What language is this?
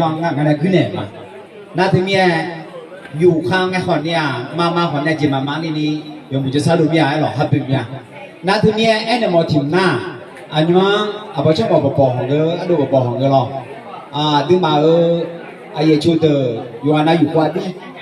Akha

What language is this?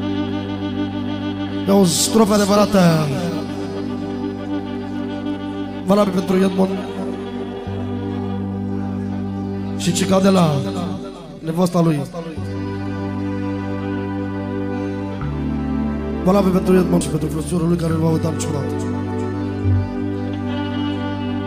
Romanian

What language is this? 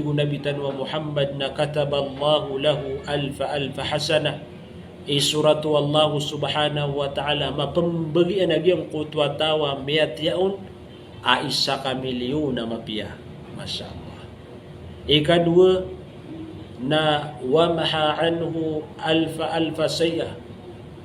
Maranao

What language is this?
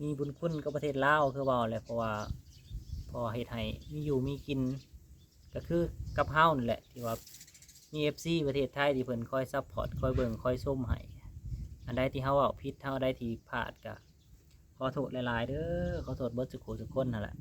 Lao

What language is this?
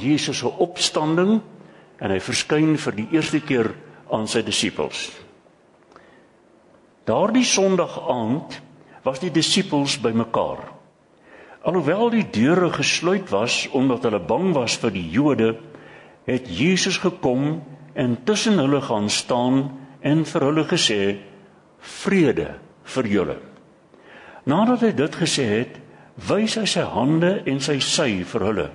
Afrikaans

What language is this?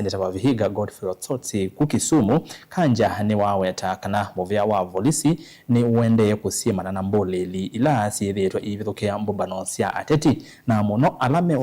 Kamba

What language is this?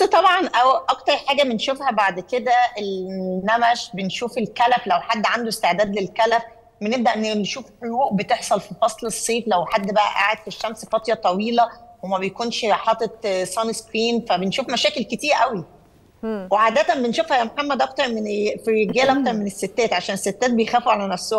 Egyptian Arabic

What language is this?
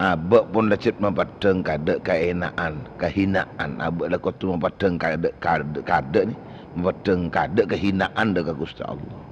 Madurese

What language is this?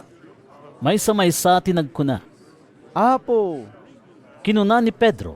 Iloko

